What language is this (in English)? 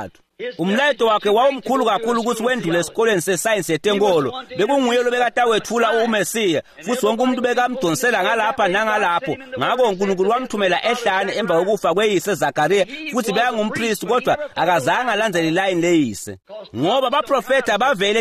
Swati